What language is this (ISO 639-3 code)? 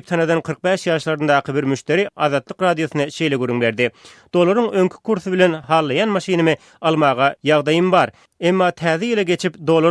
tuk